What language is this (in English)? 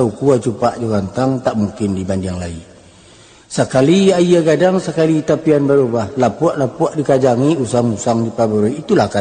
Minangkabau